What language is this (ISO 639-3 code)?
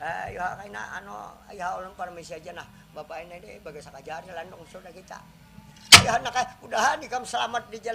bjn